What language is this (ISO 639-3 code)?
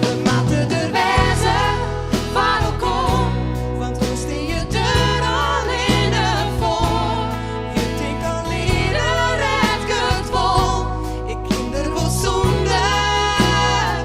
fry